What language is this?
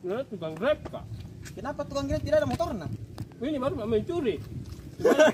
Makassar Malay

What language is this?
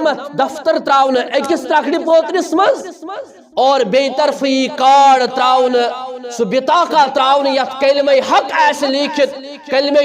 Kashmiri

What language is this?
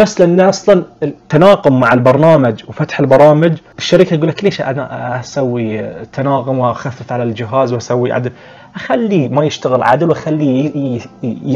Najdi Arabic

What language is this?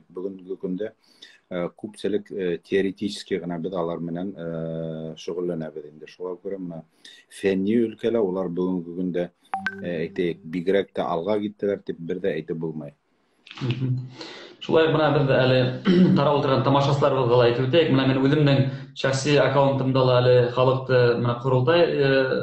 Bashkir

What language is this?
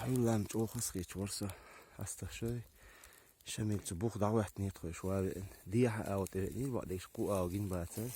Chechen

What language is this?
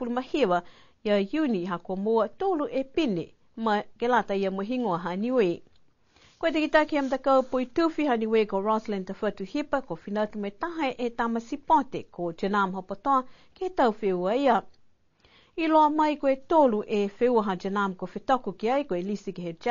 Niuean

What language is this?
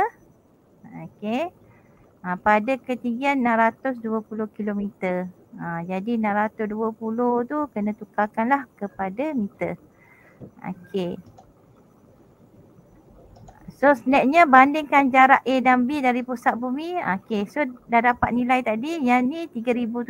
Malay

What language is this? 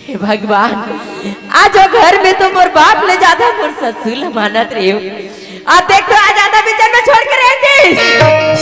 Chhattisgarhi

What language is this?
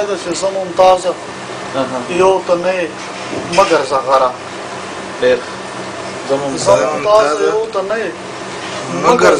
Pashto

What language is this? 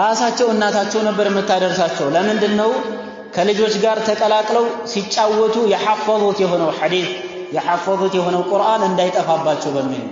Amharic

